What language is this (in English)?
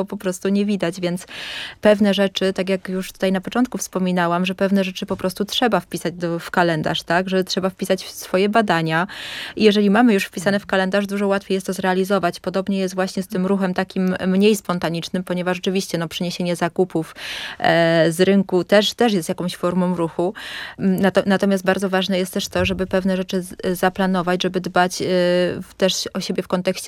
Polish